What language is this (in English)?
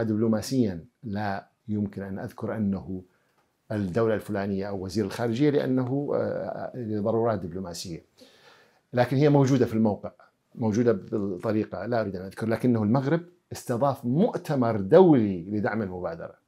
Mesopotamian Arabic